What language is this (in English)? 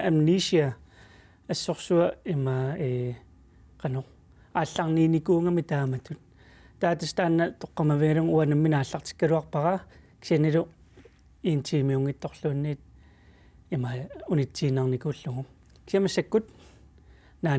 Kalaallisut